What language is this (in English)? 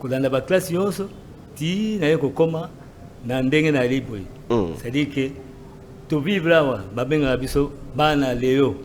Lingala